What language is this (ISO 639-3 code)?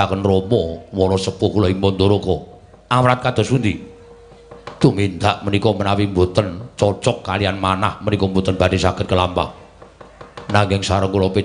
jav